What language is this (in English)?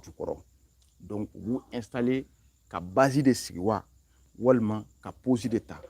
Bambara